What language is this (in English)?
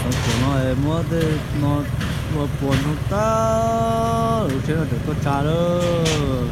Hmong